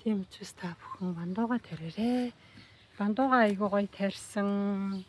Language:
Mongolian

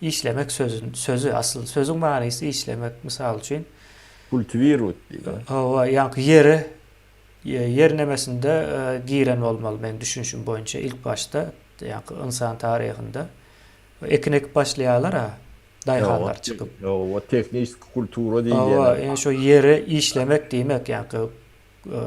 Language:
Turkmen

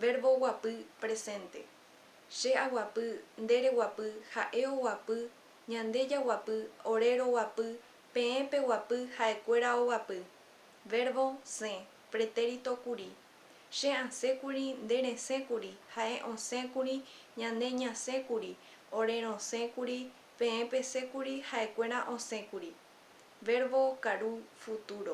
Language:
Guarani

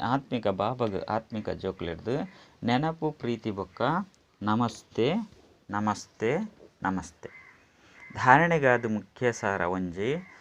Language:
Tulu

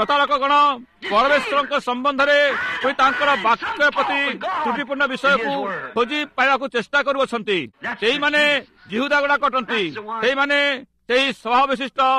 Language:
Odia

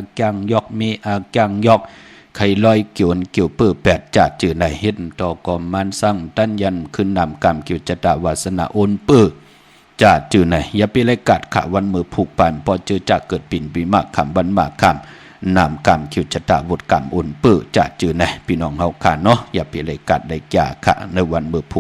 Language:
Shan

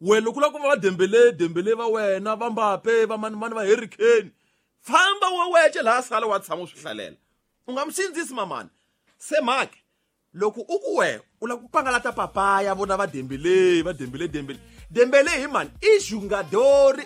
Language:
Tsonga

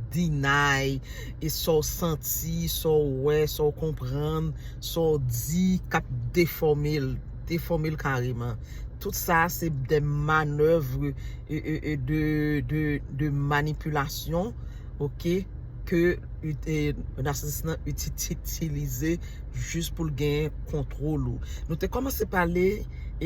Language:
Haitian Creole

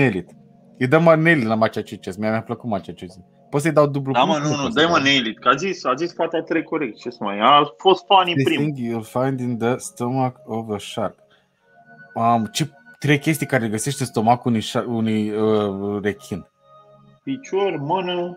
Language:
Romanian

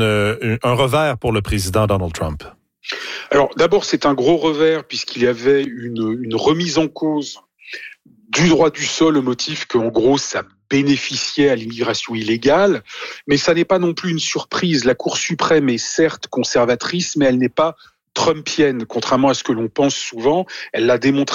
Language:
French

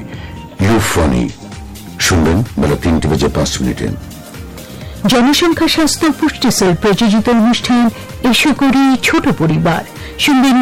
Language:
Bangla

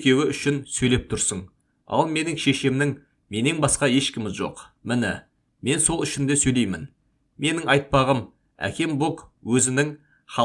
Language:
Kazakh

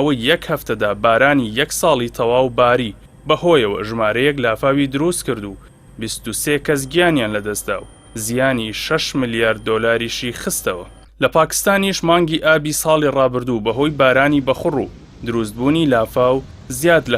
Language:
Central Kurdish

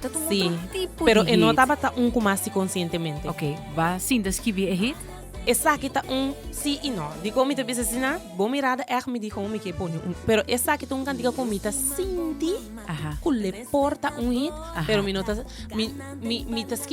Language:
Papiamento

